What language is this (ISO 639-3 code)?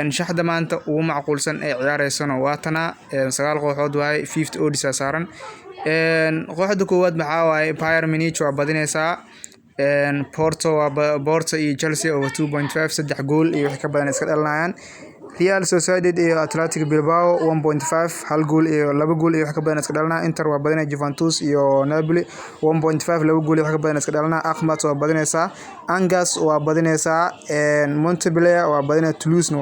som